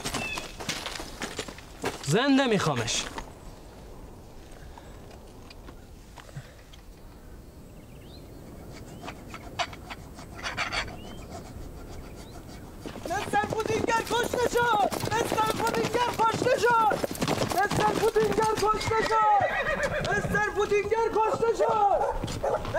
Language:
Persian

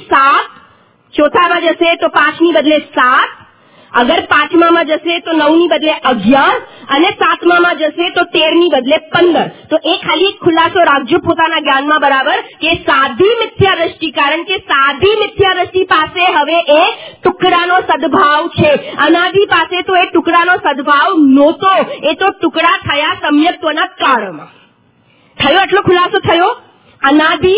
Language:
Gujarati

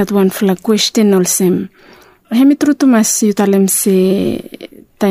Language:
Bislama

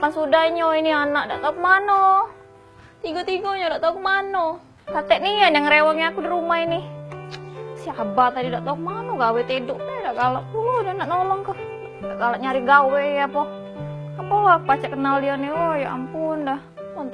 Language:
Musi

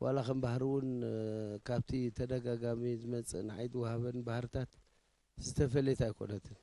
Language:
Tigrinya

